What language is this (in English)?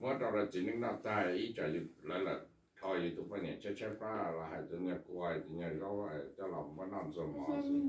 Hmong